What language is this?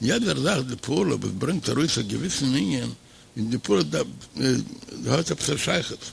Yiddish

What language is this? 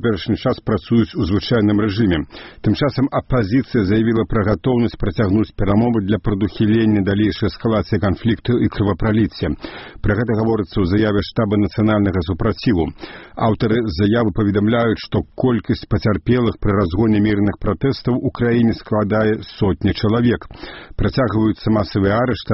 Belarusian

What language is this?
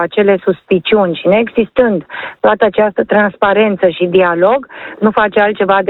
Romanian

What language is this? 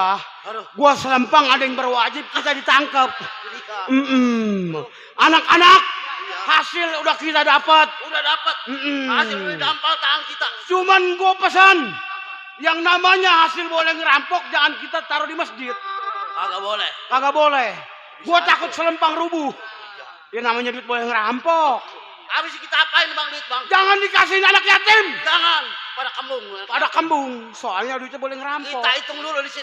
Betawi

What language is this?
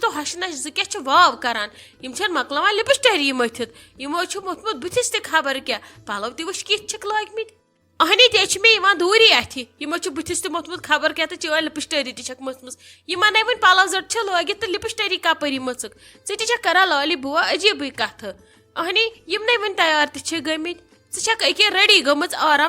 Kashmiri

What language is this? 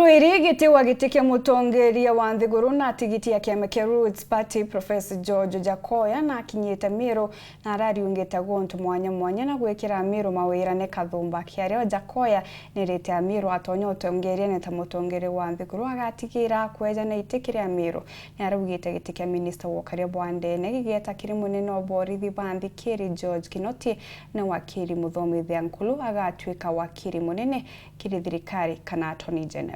Meru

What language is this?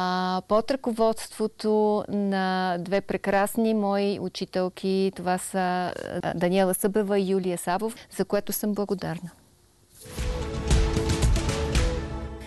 Bulgarian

